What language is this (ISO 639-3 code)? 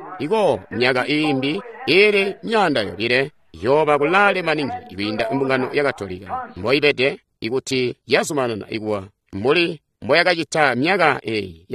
toi